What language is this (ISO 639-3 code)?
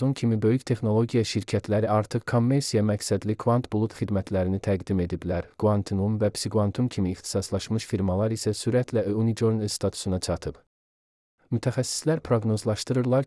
aze